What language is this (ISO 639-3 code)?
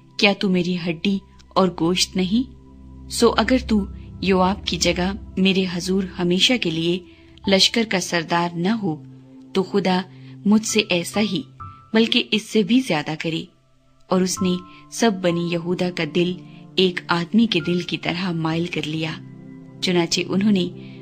urd